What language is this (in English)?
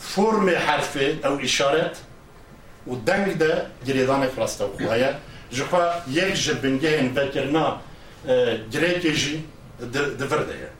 Kurdish